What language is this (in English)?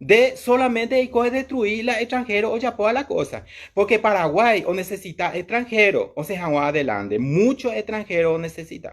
Guarani